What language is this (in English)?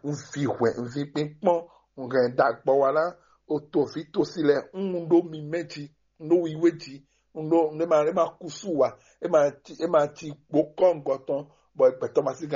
Fon